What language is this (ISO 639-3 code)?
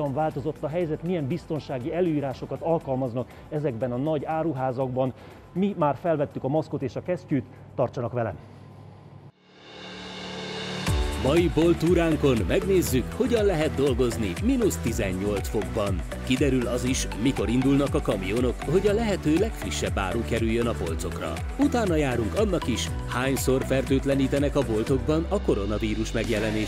hun